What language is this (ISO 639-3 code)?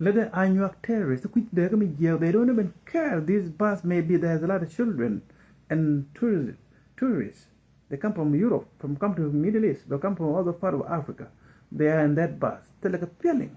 nus